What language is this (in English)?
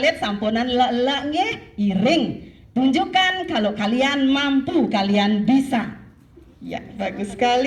Balinese